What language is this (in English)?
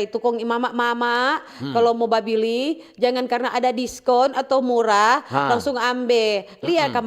Manado Malay